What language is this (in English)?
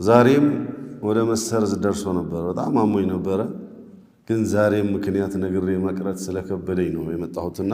Amharic